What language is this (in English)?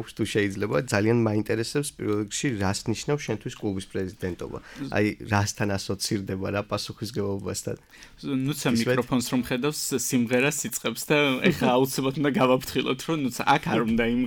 Georgian